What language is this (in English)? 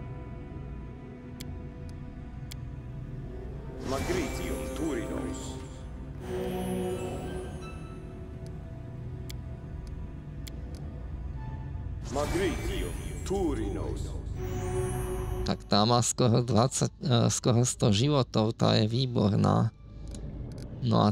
Slovak